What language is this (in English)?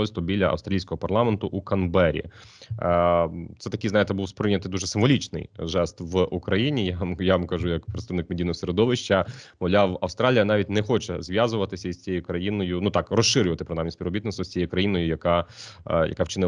Ukrainian